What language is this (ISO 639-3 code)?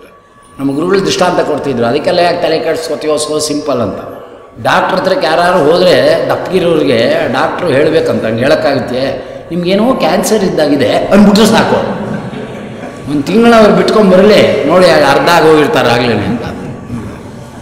kan